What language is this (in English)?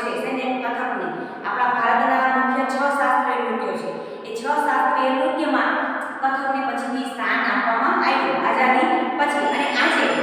Gujarati